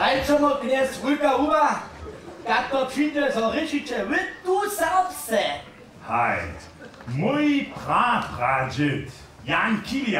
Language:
Upper Sorbian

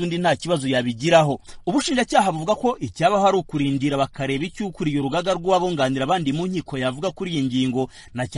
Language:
Kinyarwanda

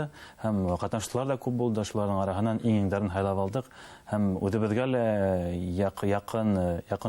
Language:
Bashkir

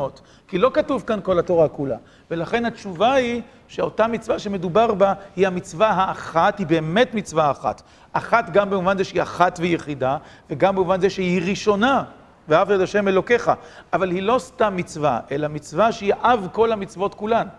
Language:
Hebrew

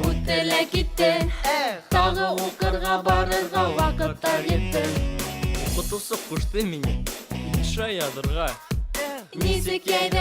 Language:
Bashkir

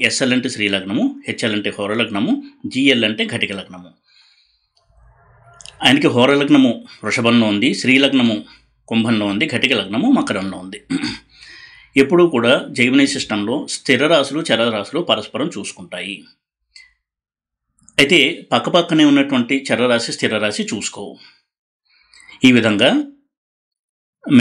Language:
Telugu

